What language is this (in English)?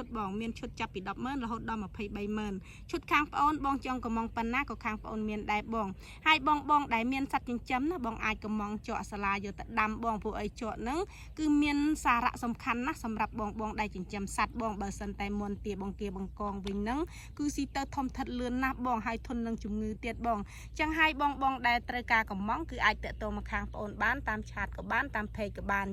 Khmer